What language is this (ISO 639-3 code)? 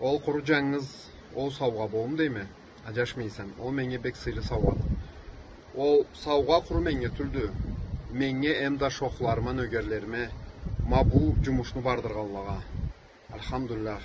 krc